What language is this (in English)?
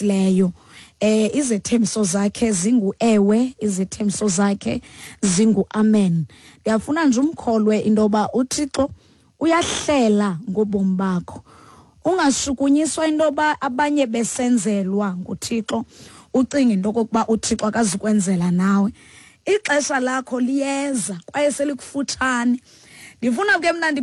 Xhosa